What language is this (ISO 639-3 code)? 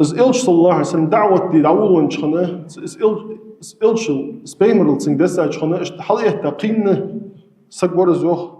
inh